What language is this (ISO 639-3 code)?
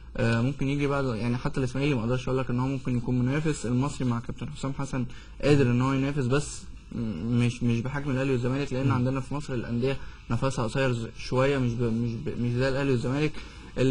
arz